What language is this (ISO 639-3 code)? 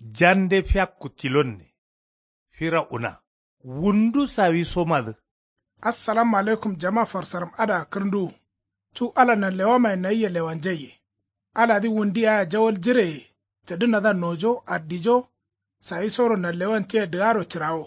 kau